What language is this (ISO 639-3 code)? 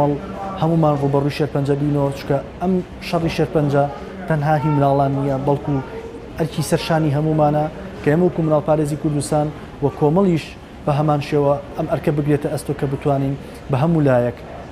ckb